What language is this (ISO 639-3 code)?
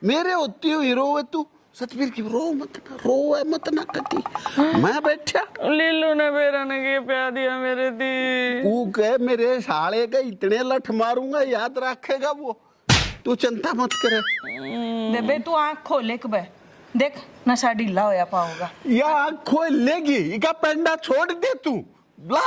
bgc